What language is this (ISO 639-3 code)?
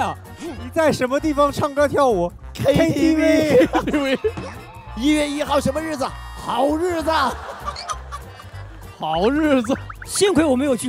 zho